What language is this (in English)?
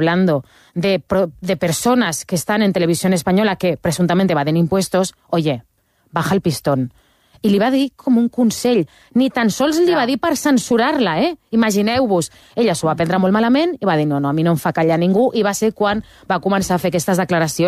Catalan